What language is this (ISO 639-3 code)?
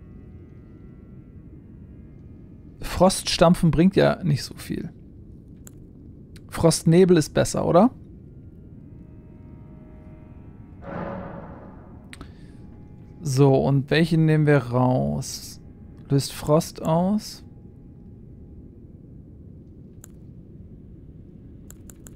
deu